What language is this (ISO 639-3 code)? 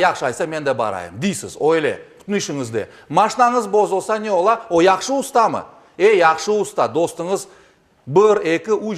crh